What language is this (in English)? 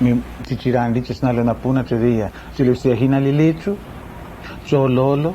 Araki